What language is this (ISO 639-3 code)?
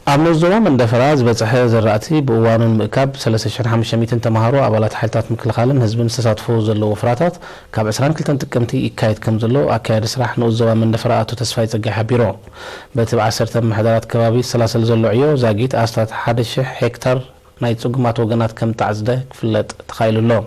tir